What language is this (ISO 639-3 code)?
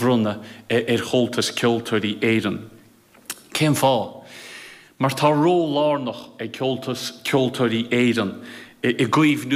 gle